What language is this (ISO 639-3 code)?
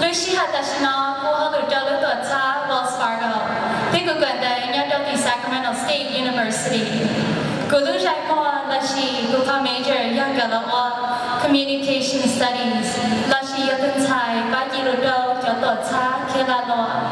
hmn